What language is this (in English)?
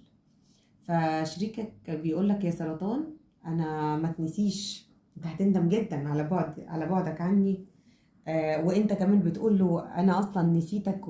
Egyptian Arabic